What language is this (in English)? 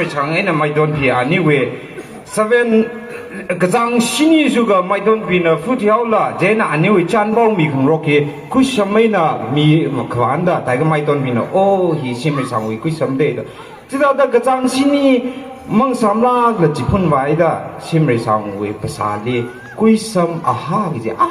Tangkhul Naga (India)